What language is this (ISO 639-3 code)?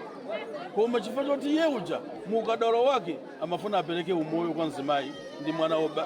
nya